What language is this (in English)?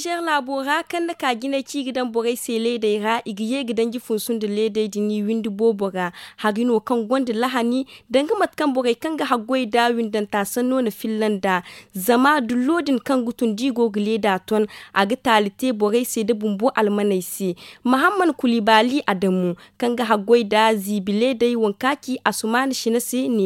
Zarma